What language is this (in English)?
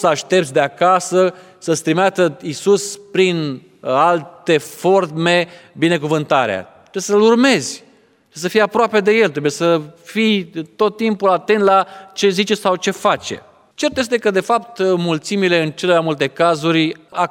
Romanian